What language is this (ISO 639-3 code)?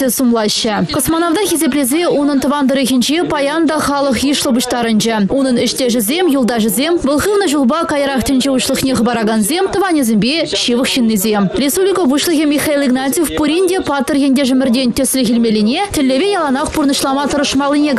chv